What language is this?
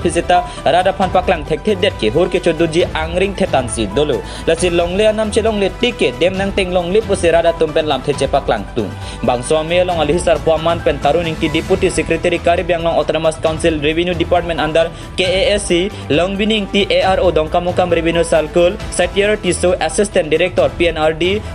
Karbi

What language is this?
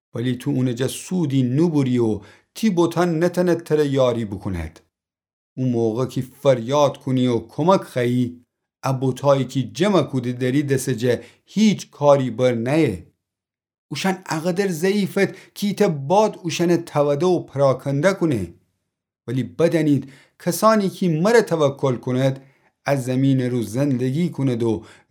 Gilaki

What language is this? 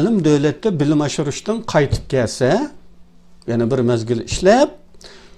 Uyghur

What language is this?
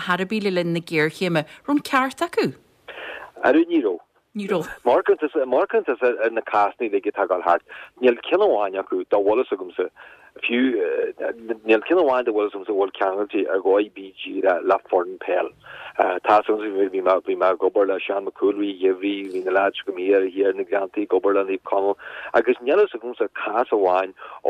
Irish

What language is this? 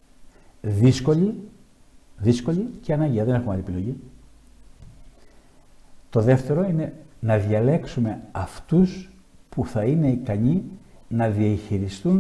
Greek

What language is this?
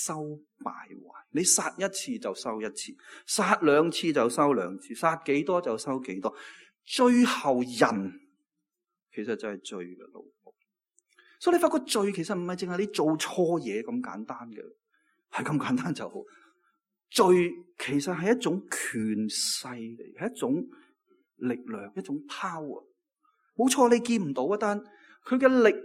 Cantonese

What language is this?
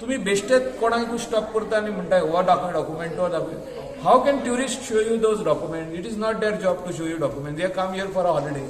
Konkani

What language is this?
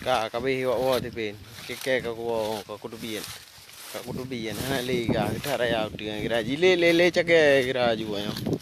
Achinese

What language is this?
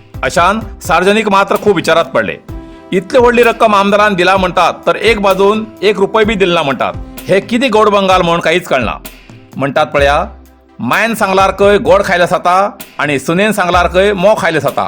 Konkani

